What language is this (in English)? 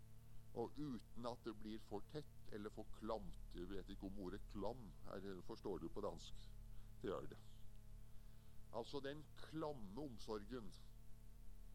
Norwegian